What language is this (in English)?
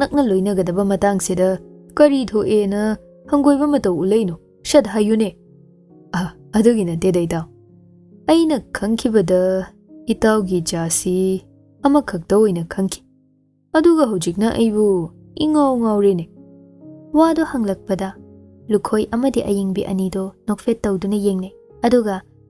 Manipuri